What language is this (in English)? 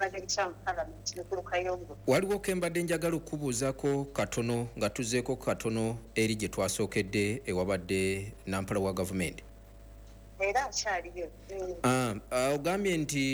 Ganda